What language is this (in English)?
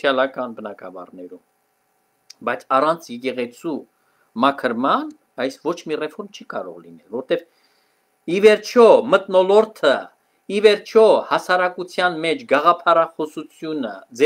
Armenian